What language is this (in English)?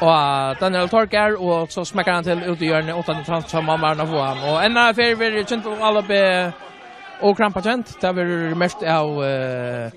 Faroese